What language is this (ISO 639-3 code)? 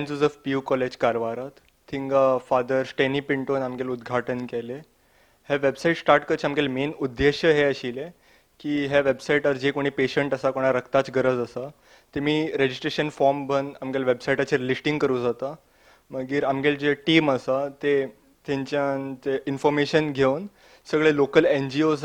kok